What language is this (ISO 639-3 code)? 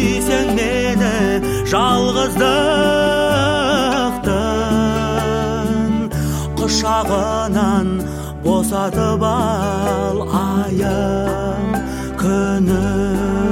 kaz